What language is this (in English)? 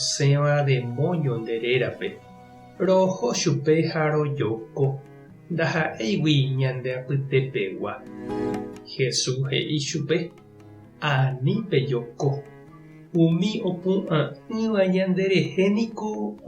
Guarani